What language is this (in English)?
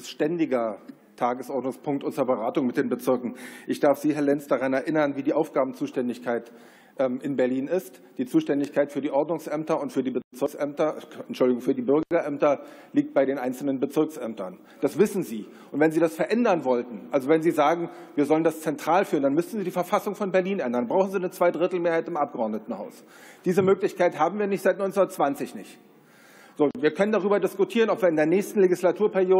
German